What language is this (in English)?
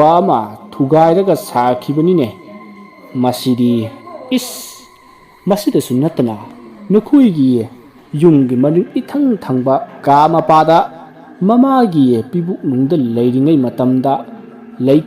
Manipuri